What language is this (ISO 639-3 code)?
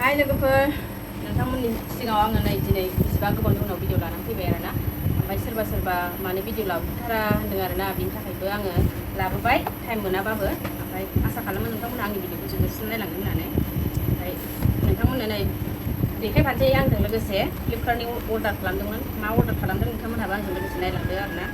brx